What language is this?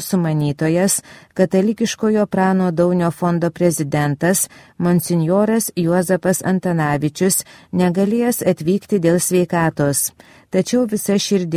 Lithuanian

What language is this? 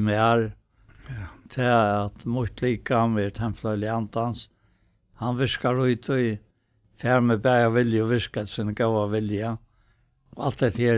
Faroese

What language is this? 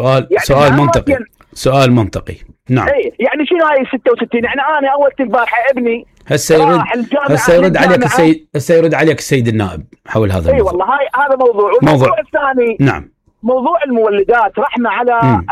Mesopotamian Arabic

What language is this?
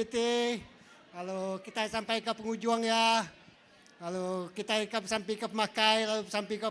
Iban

